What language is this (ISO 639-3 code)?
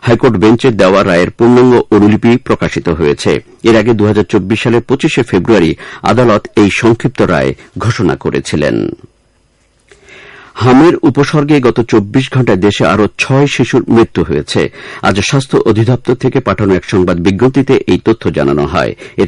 ben